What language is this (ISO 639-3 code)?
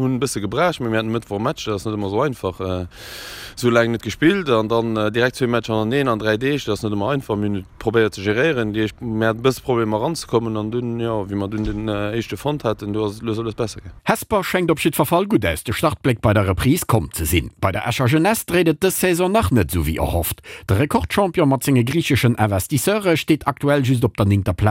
ltz